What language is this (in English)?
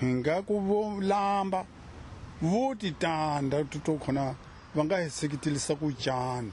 Tsonga